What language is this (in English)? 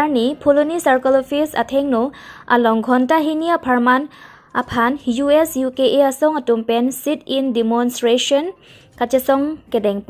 Karbi